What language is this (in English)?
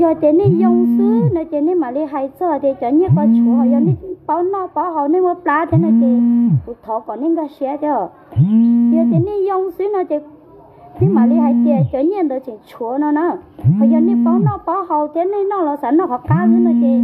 Hmong